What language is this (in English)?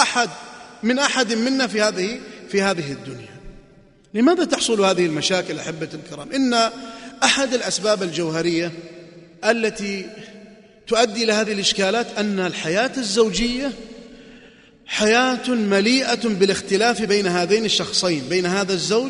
Arabic